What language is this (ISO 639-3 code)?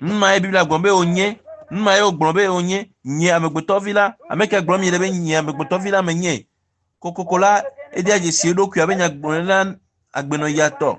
ewe